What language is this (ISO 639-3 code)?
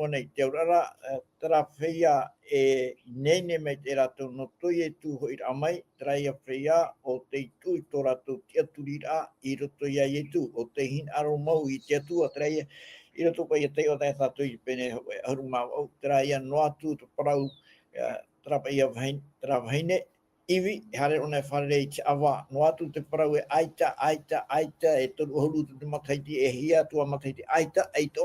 tah